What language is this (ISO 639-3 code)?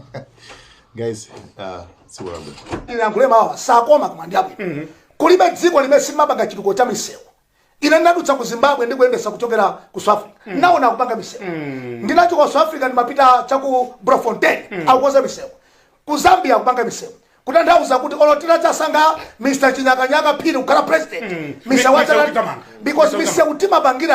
nya